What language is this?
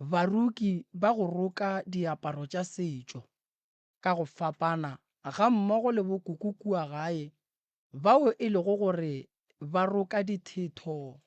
Northern Sotho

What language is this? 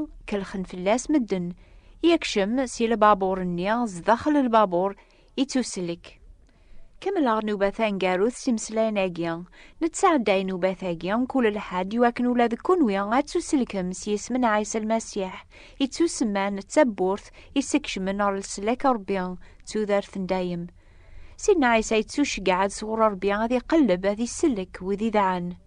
Kabyle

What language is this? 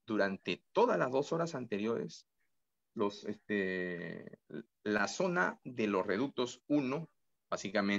Spanish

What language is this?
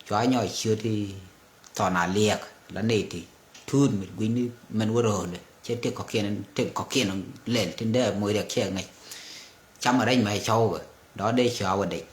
Nuer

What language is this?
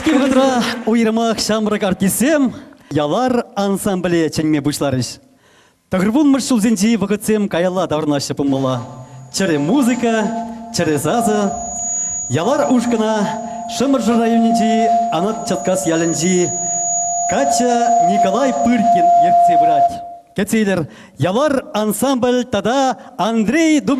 Chuvash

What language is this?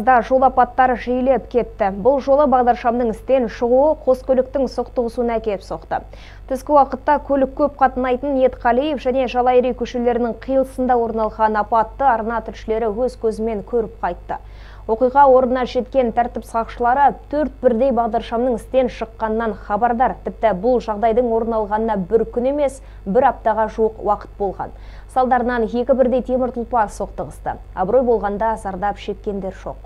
Kazakh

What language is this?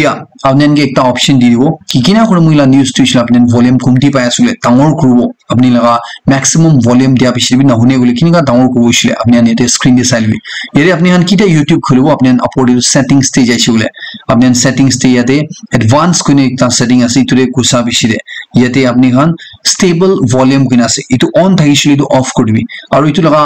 Naga Pidgin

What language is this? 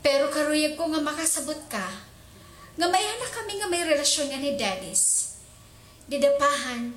Waray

